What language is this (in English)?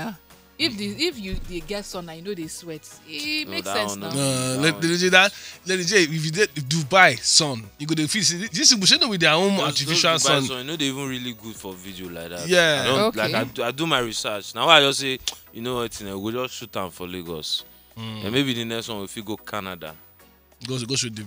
Nigerian Pidgin